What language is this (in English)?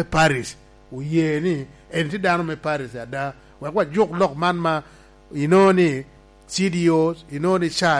Lango (Uganda)